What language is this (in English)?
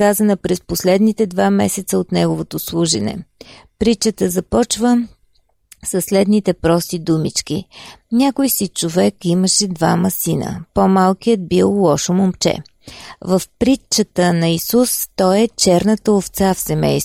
Bulgarian